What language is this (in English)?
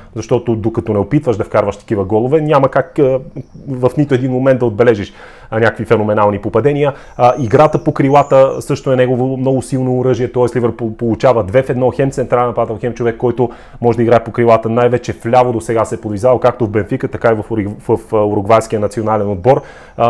Bulgarian